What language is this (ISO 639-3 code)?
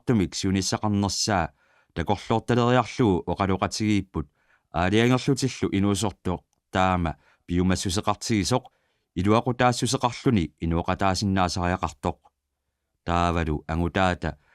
kal